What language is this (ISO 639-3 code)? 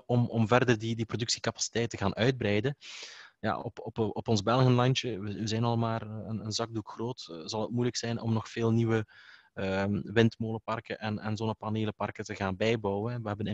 nld